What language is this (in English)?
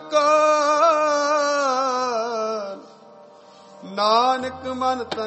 Punjabi